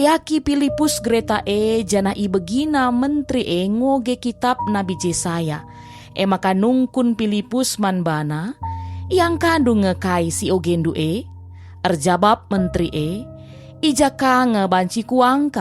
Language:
Batak Karo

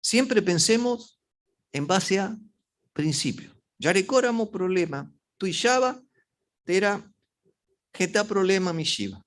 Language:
Guarani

